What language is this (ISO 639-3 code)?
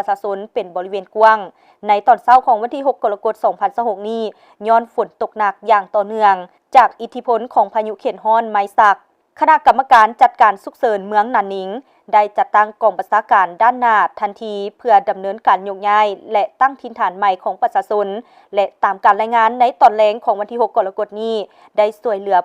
lao